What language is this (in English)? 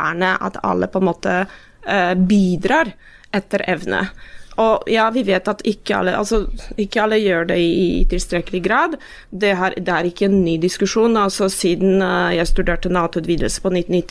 Norwegian